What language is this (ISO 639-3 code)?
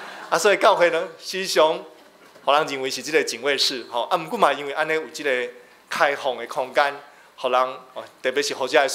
nan